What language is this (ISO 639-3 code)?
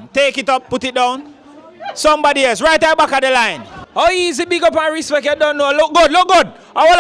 jam